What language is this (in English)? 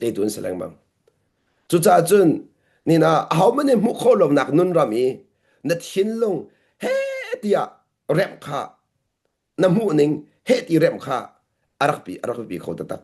Hakha Chin